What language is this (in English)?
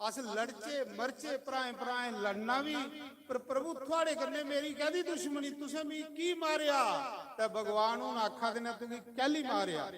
Dogri